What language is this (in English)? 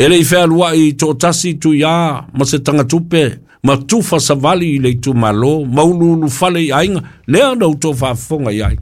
Samoan